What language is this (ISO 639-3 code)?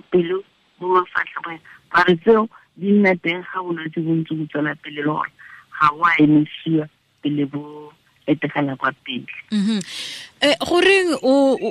tsn